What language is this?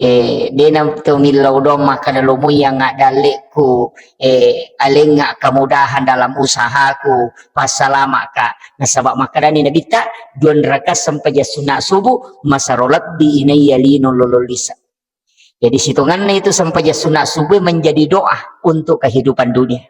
Buginese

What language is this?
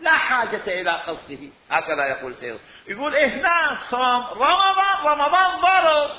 Mesopotamian Arabic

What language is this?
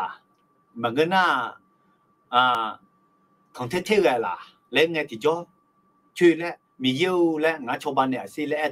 Akha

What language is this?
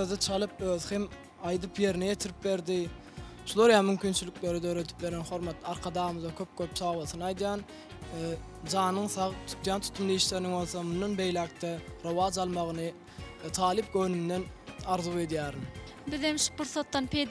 Turkmen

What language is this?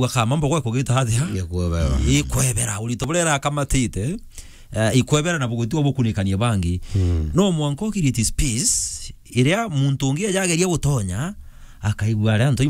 Meru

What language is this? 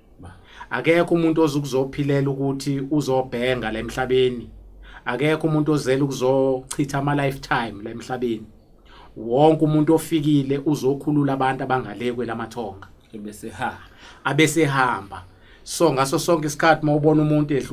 Zulu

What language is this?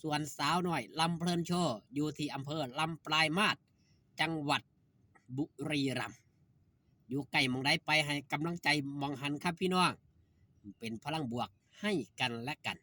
Northeastern Thai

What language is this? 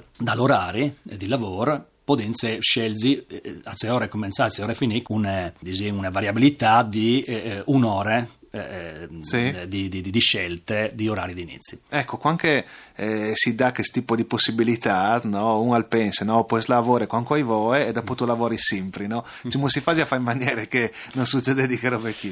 Friulian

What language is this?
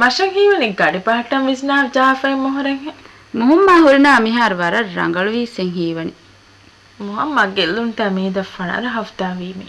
Divehi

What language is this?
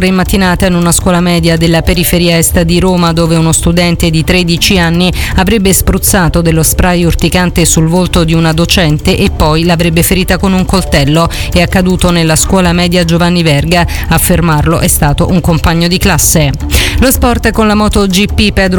Italian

